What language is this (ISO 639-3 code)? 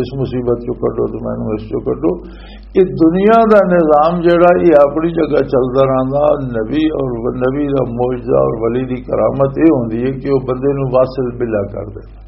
lah